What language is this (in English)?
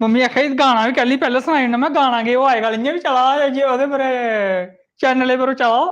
Dogri